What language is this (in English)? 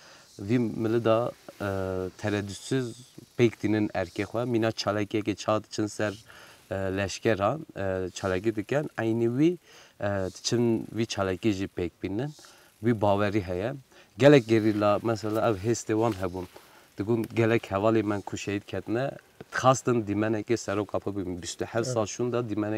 Kurdish